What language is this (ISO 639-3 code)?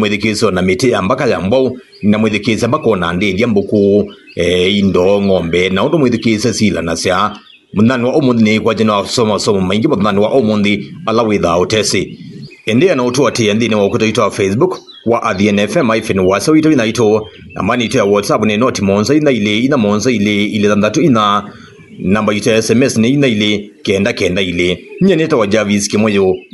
kam